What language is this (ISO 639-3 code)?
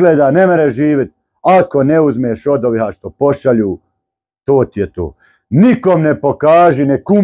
bos